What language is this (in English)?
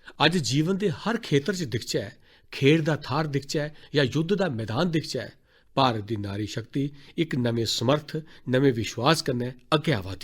Dogri